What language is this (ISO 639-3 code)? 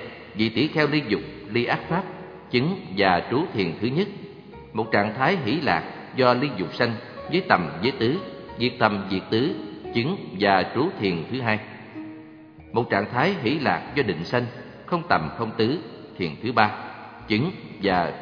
vie